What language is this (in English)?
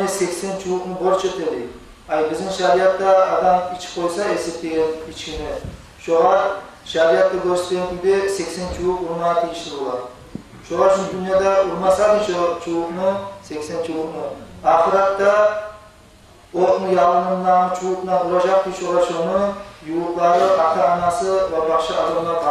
Kumyk